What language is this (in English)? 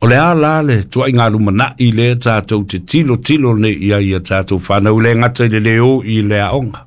Samoan